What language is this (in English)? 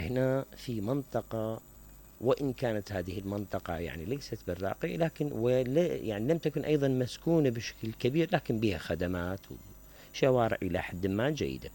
Mesopotamian Arabic